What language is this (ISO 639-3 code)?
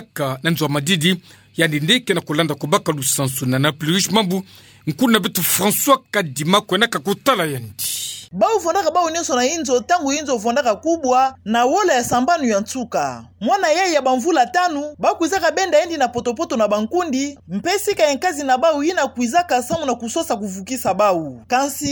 ktu